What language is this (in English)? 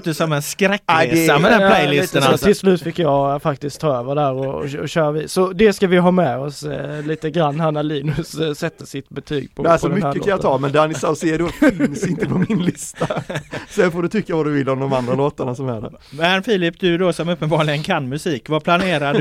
Swedish